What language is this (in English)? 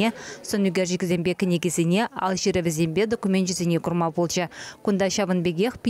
Chuvash